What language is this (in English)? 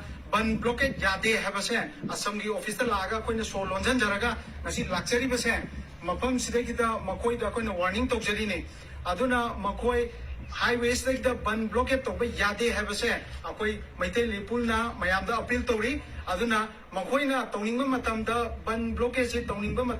Manipuri